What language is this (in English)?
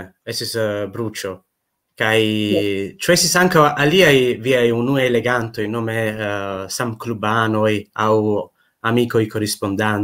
Esperanto